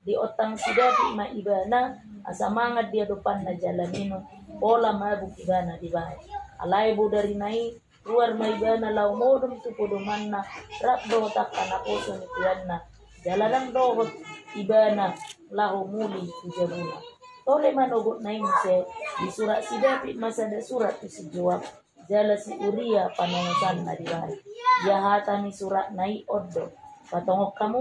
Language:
Batak Toba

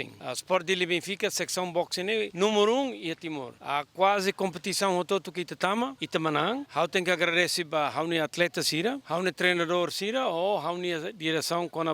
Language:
Tetum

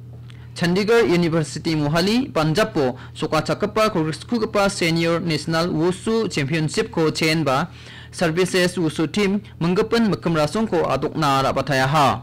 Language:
Garo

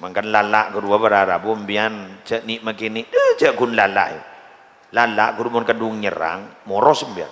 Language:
Madurese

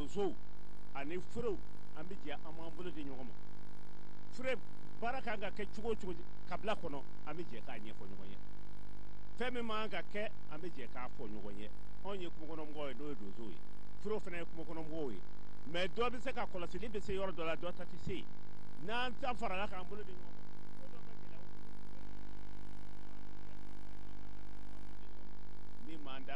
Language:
Bambara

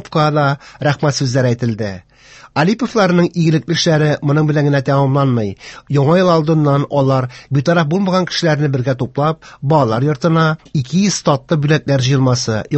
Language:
Tatar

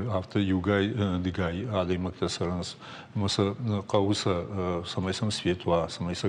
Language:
Ossetic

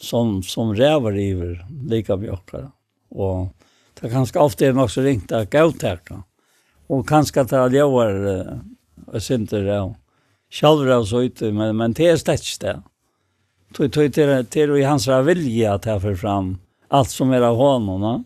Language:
Faroese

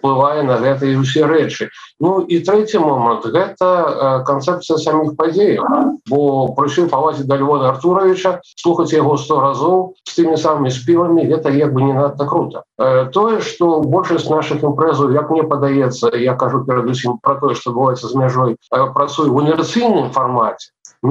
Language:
Belarusian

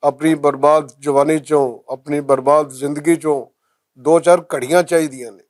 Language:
Western Panjabi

